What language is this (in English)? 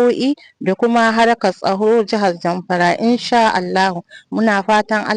Hausa